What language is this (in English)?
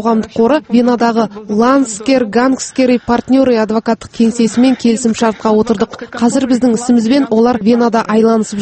Kazakh